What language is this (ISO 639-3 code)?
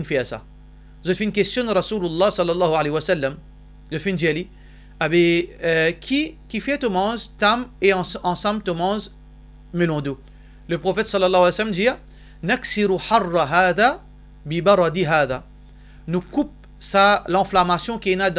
mfe